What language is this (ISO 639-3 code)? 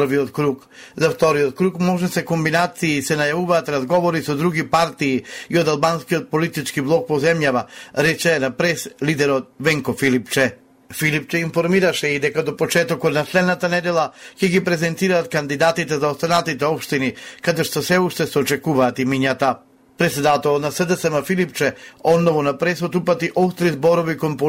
mkd